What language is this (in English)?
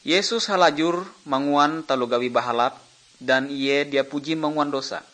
Ngaju